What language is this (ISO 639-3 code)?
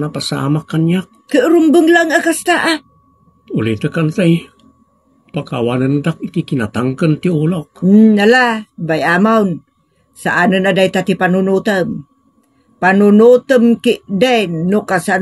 ilo